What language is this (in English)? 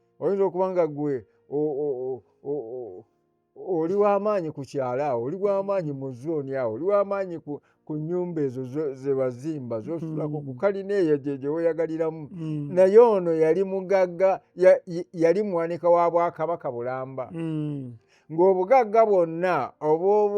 Ganda